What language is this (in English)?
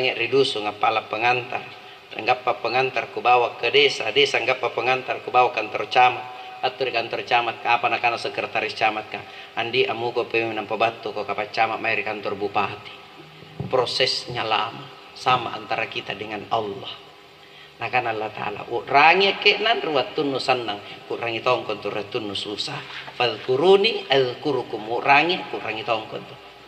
Makasar